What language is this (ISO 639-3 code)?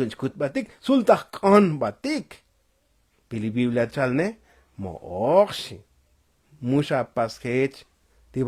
tzo